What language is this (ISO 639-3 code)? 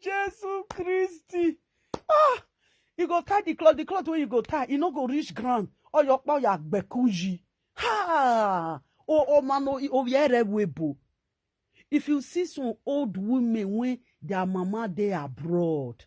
pcm